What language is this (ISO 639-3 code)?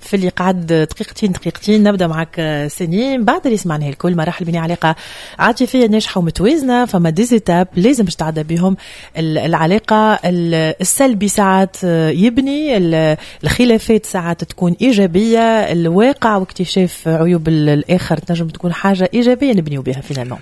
aeb